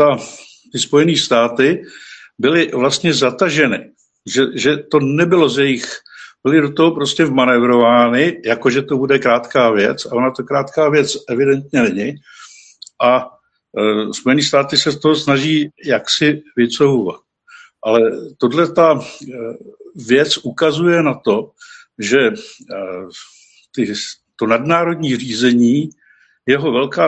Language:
Czech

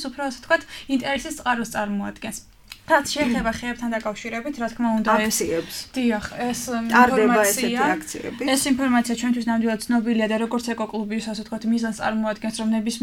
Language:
Georgian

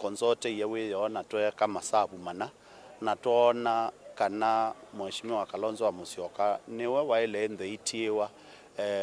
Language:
Kamba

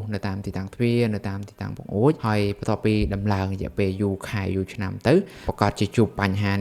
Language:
Khmer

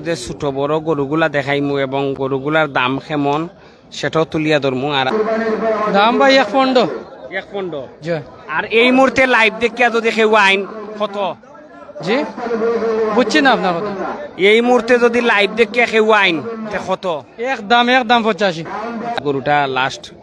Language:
Sylheti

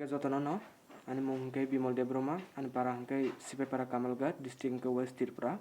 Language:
Kok Borok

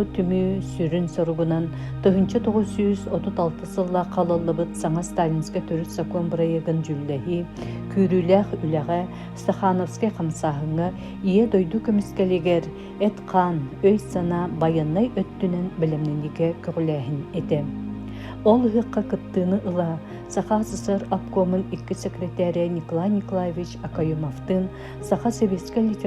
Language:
Yakut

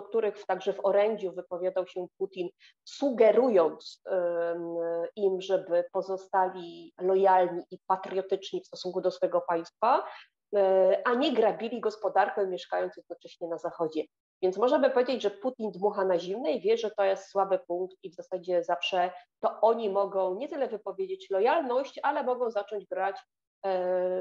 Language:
Polish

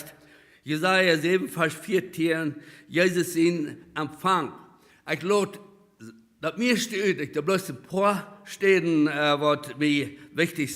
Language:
Plautdietsch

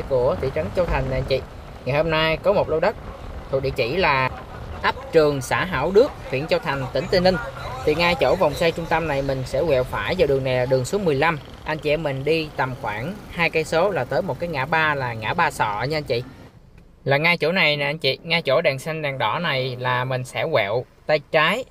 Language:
Vietnamese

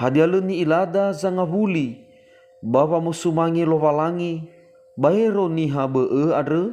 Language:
Nias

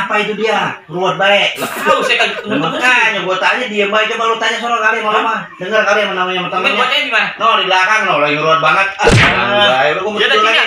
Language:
Betawi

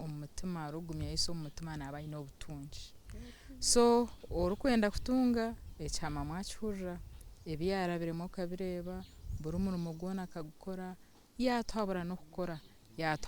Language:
Nyankole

